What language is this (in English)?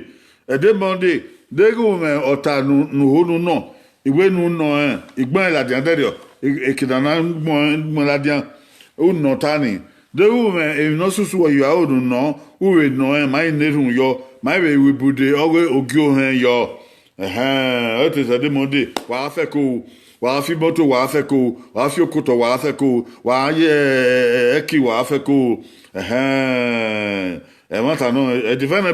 Bini